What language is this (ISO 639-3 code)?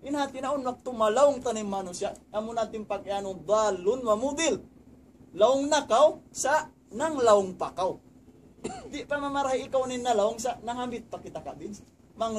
tsg